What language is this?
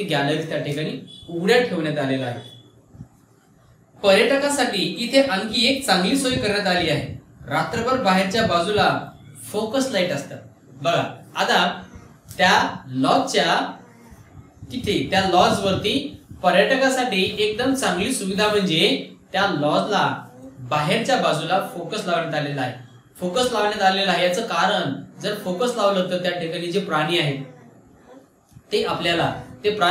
Marathi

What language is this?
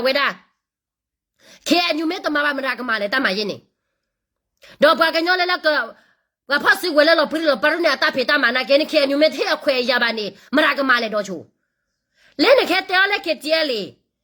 S'gaw Karen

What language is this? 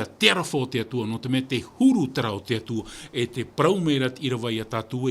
Tahitian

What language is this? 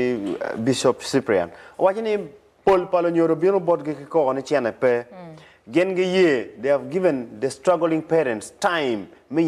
Acoli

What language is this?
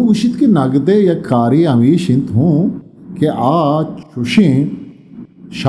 Eastern Balochi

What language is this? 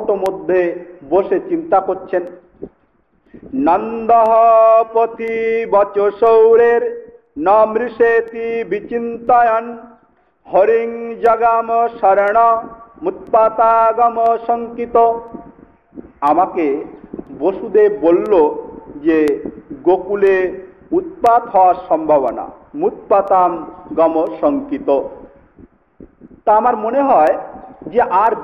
Bangla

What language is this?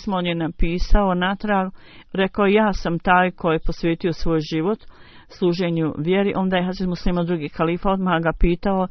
Bosnian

